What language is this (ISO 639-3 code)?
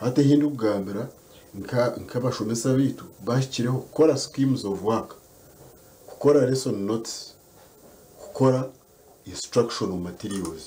nyn